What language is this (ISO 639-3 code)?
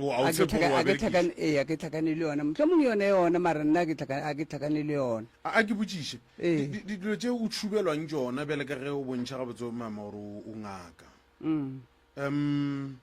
nso